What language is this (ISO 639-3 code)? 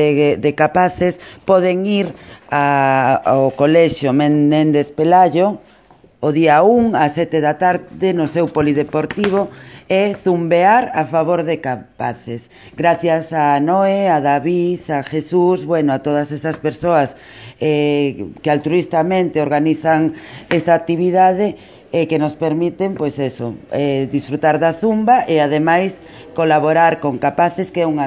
glg